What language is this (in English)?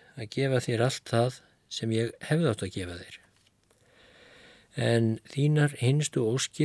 Icelandic